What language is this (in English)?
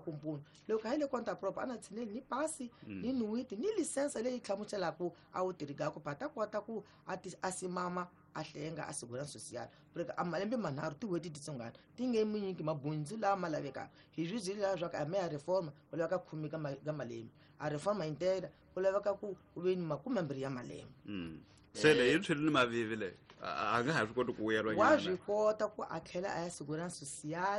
Tsonga